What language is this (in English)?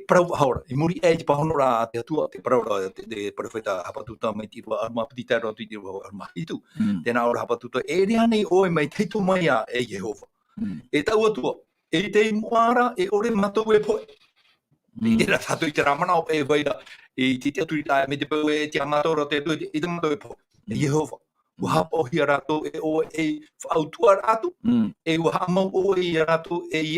Tahitian